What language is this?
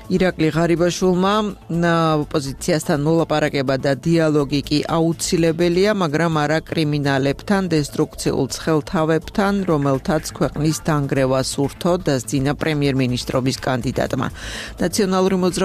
Georgian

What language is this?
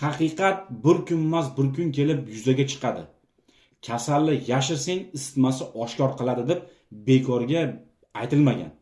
Uzbek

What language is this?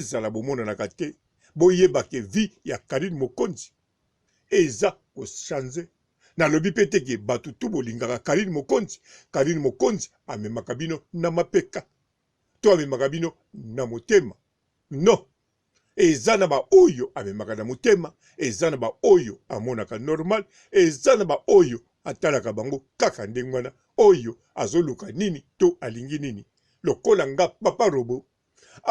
Lingala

